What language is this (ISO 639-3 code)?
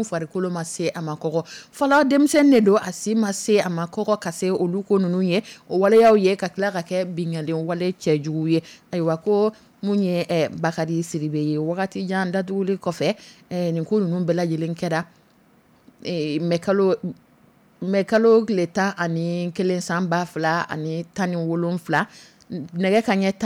dyu